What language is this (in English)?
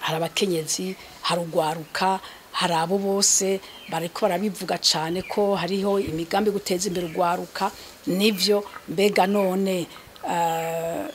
Rundi